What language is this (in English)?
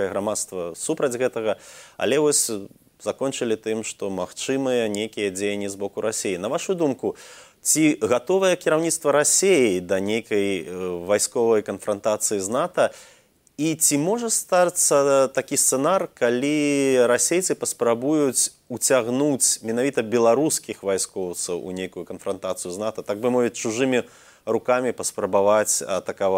Belarusian